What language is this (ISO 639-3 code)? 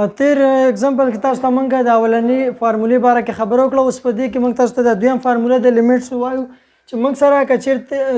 pus